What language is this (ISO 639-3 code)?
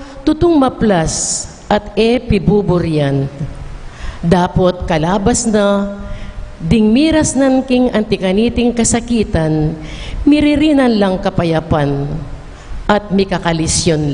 pam